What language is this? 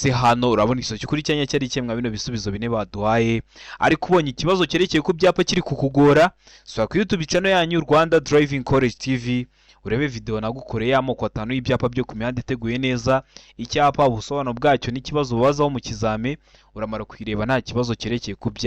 Kinyarwanda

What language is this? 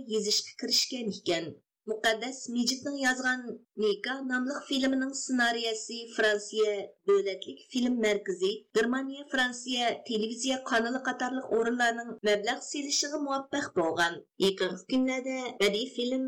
Uyghur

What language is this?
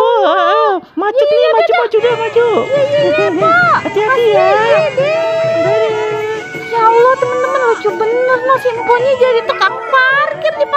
Betawi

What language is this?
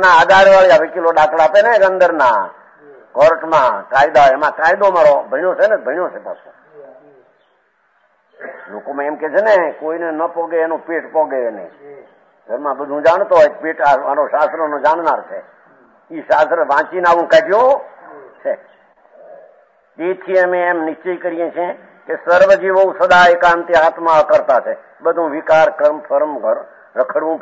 Gujarati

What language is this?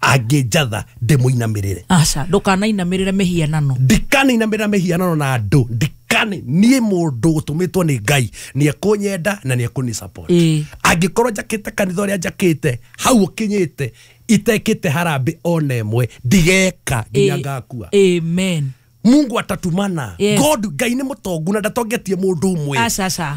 Kikuyu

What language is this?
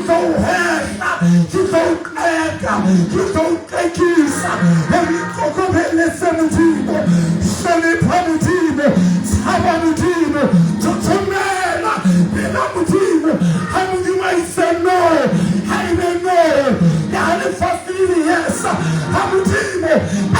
Southern Sotho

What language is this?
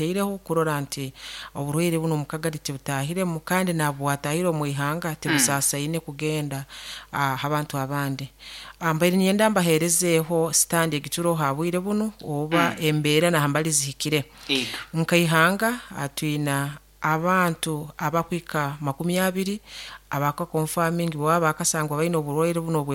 Nyoro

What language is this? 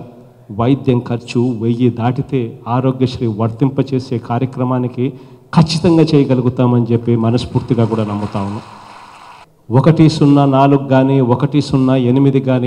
Telugu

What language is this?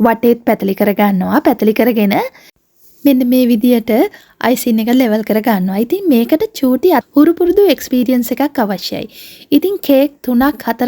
Sinhala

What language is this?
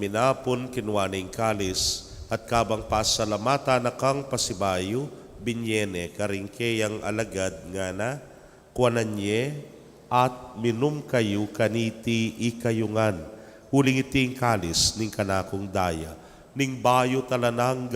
Pampanga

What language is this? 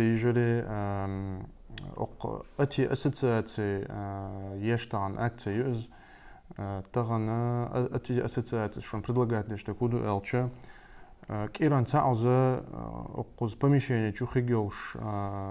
Chechen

